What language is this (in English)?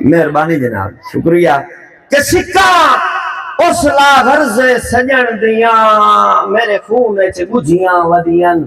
Saraiki